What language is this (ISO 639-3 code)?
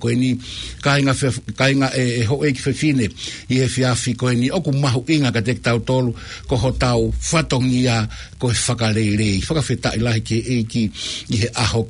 ton